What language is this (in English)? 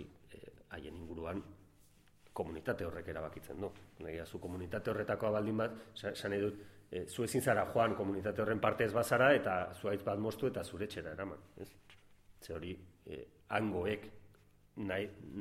Basque